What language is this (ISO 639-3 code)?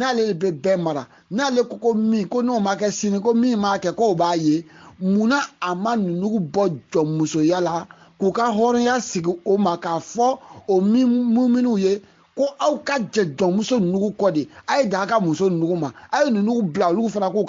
bam